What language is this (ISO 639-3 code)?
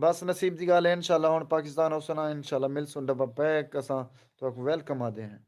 skr